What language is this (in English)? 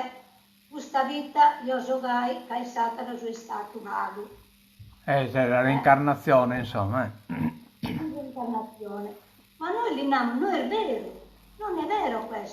Sardinian